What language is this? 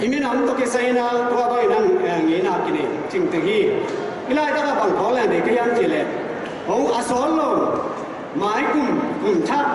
Tedim Chin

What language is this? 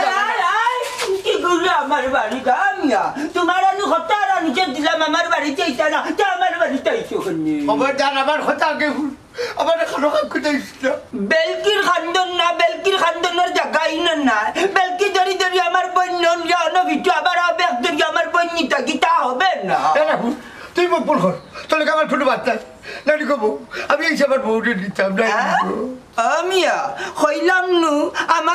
Sylheti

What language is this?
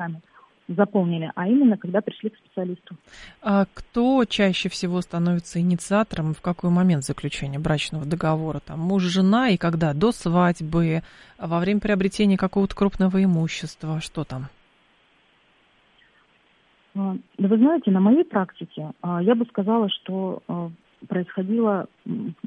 Russian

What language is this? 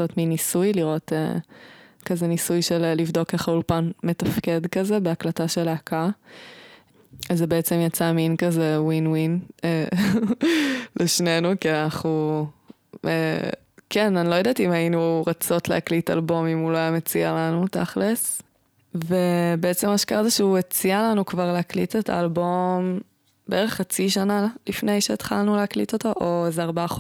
Hebrew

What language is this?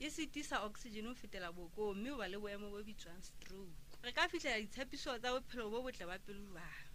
Southern Sotho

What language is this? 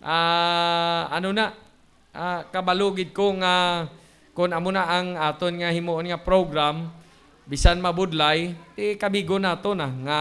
Hiligaynon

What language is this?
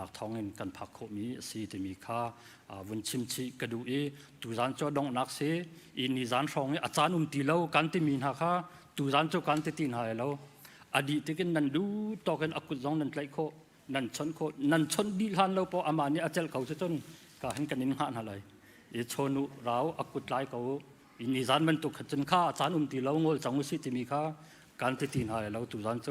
Hakha Chin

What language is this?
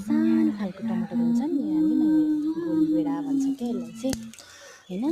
Nepali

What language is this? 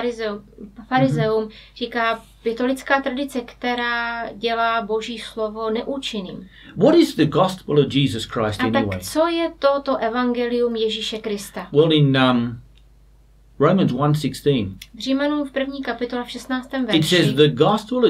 Czech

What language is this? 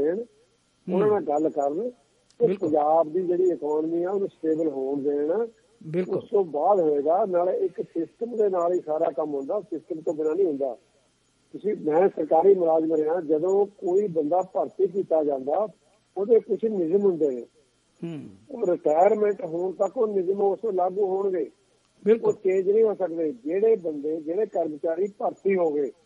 Punjabi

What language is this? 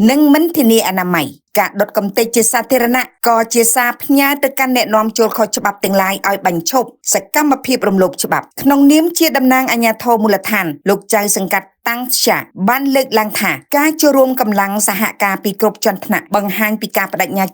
Khmer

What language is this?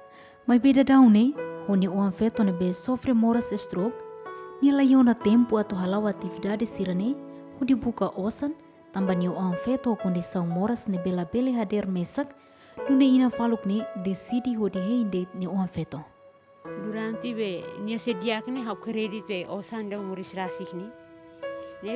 Tetum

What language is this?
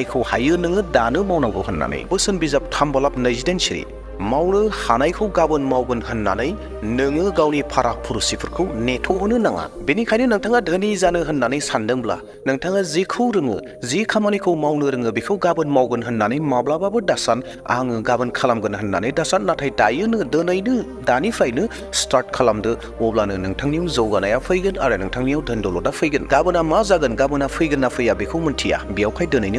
Bodo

